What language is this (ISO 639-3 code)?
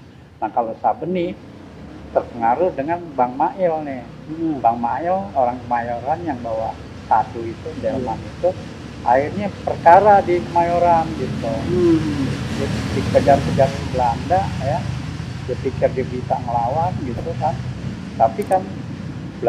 bew